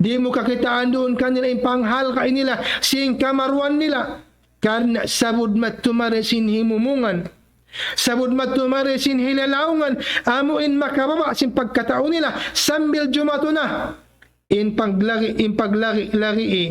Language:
Tausug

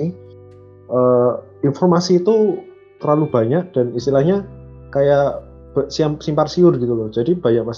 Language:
Indonesian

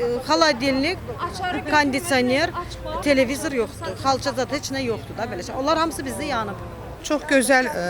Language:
Azerbaijani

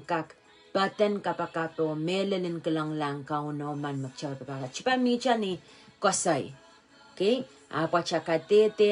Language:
Pohnpeian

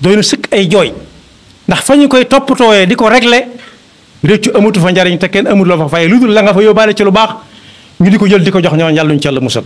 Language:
Wolof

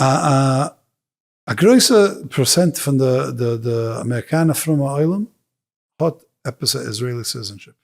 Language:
Yiddish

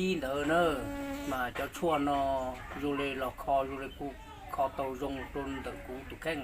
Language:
Hmong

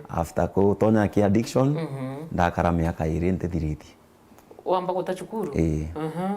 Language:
Meru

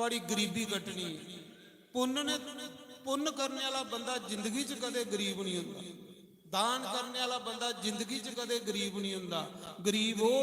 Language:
Dogri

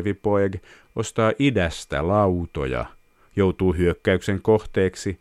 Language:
Finnish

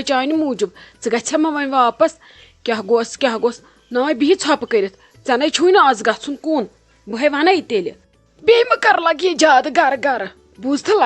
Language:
Kashmiri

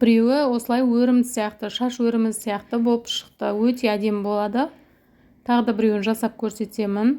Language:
Kazakh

